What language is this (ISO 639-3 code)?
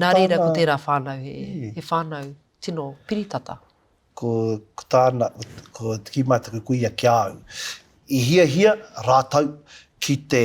mri